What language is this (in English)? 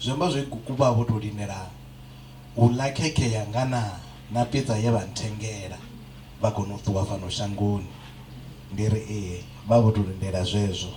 Venda